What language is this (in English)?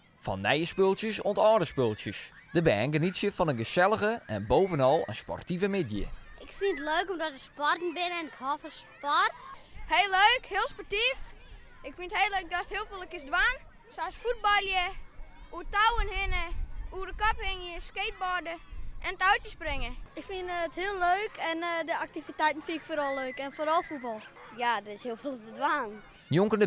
Western Frisian